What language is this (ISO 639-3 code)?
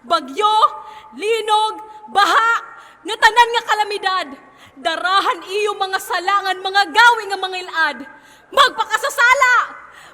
war